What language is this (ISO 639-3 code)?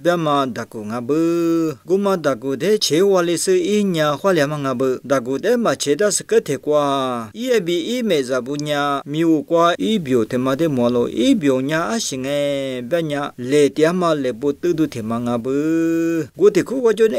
lis